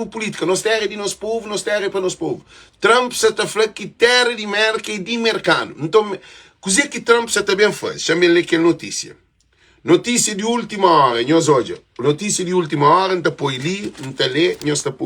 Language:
Kabuverdianu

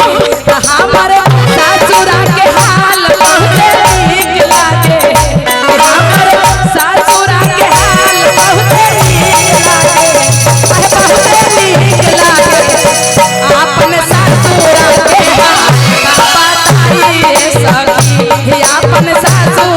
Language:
Magahi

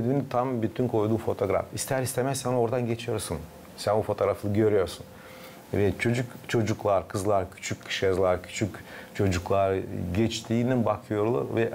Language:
Gagauz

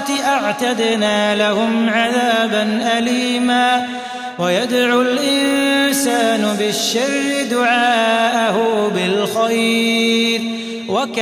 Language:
Arabic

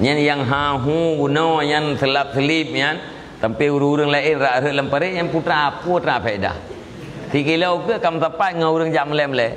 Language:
Achinese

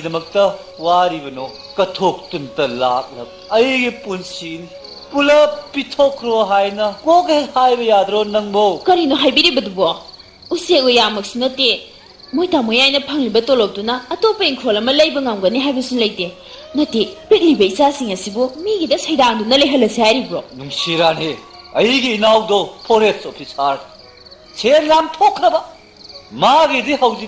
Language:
Manipuri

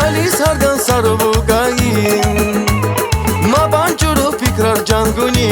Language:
Tabassaran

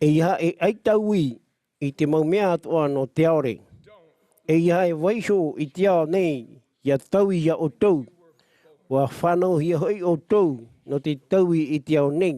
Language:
Tahitian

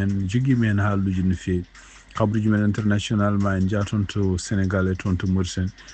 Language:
Fula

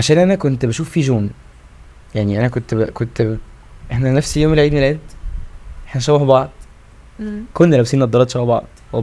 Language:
Egyptian Arabic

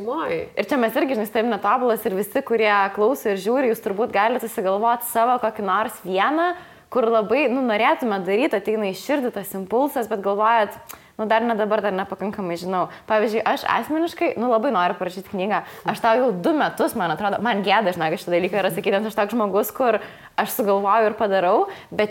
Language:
Lithuanian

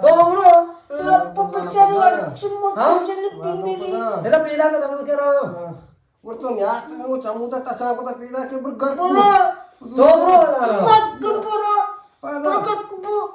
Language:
Eastern Balochi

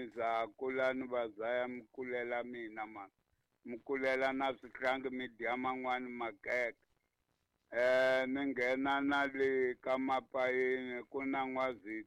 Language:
Tsonga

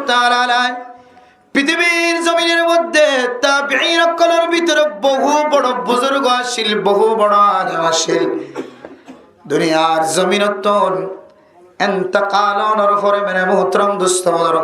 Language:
Rohingya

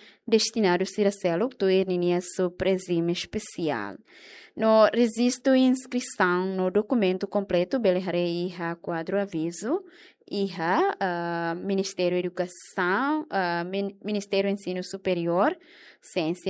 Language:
Tetum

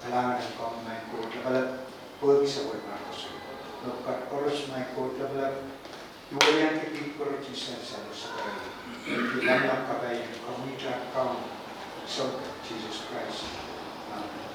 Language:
Pohnpeian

